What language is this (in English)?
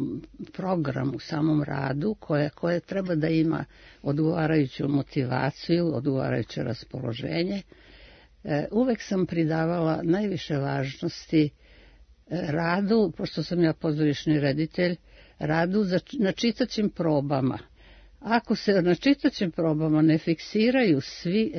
Serbian